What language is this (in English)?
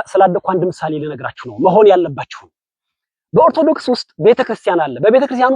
Amharic